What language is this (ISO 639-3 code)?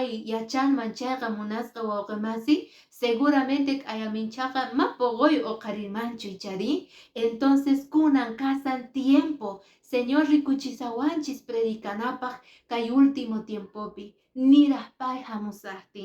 que